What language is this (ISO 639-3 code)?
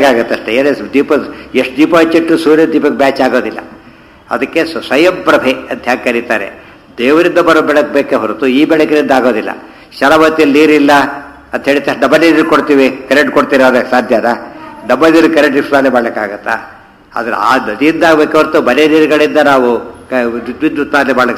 kan